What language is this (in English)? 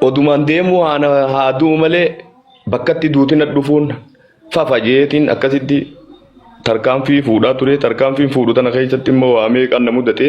Oromo